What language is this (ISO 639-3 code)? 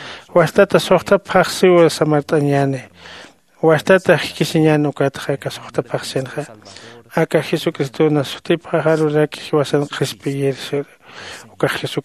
aym